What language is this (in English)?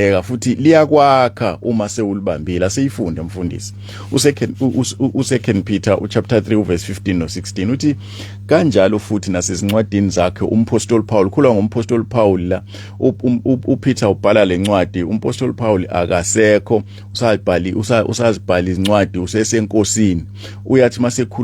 Zulu